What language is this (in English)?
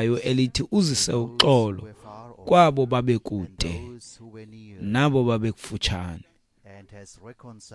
Xhosa